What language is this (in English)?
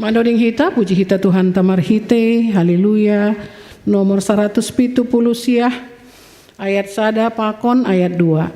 Batak Simalungun